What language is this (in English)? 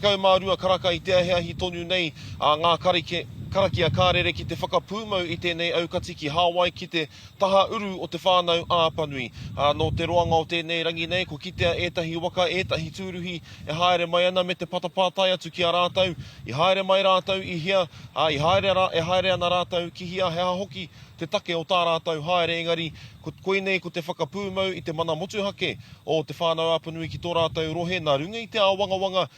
Māori